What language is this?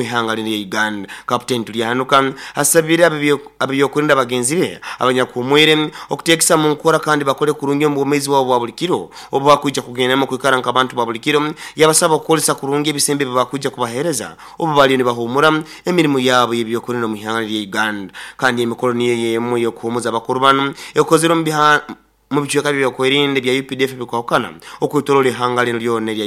Nyoro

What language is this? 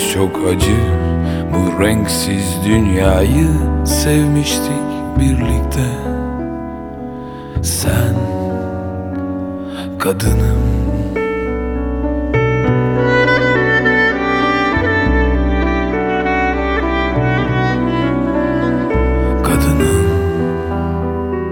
Turkish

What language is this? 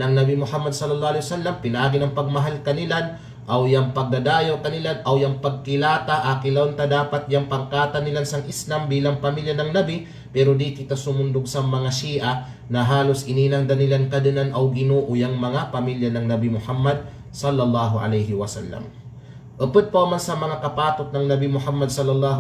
Kalagan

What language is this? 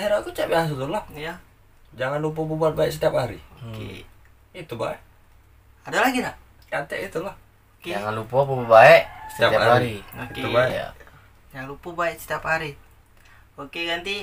Musi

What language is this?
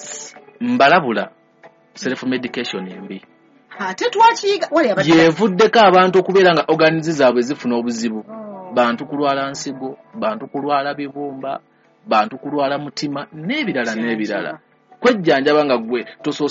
Ganda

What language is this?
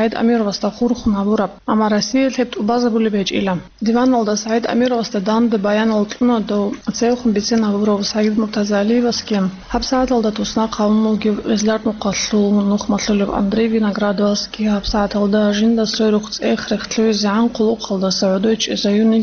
Avaric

